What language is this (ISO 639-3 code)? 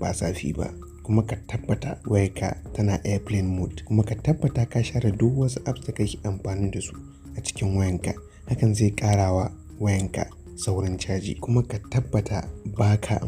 hau